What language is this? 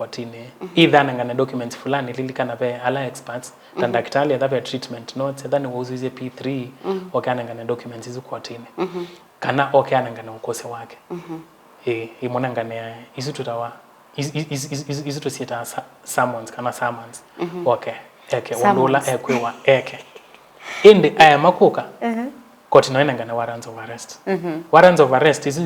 Kamba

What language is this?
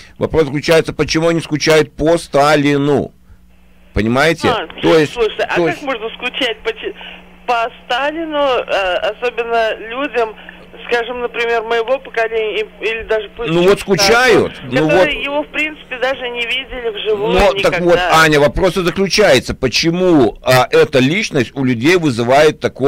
Russian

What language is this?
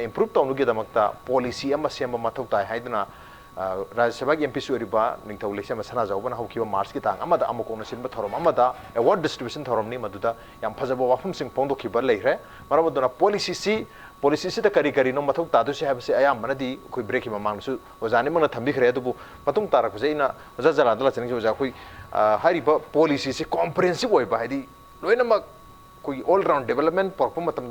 Manipuri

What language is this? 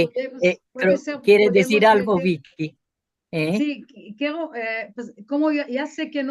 Ladino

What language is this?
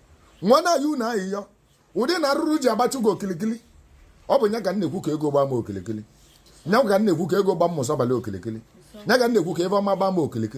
Igbo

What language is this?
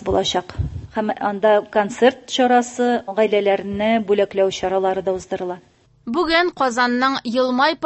Tatar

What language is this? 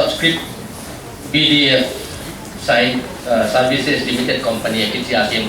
Paite Chin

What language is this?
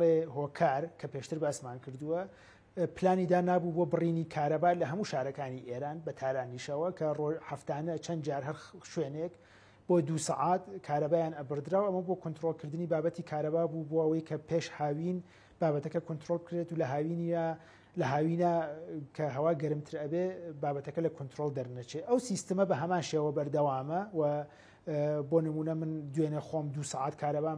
Central Kurdish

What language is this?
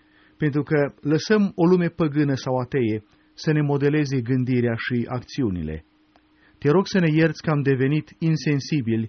Romanian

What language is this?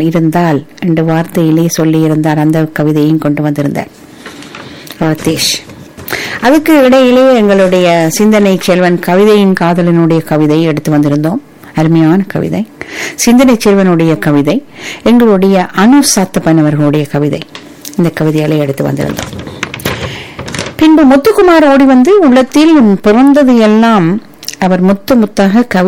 Tamil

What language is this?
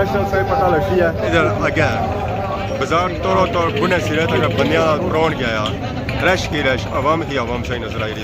Pahari-Potwari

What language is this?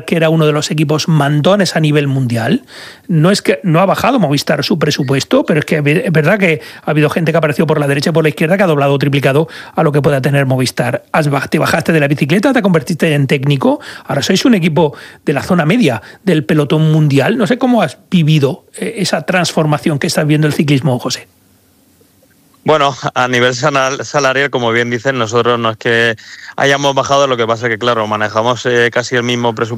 Spanish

